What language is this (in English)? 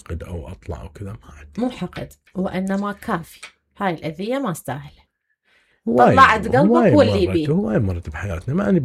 Mesopotamian Arabic